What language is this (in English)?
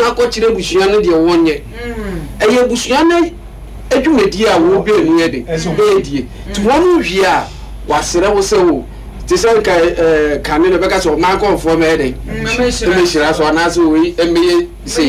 Akan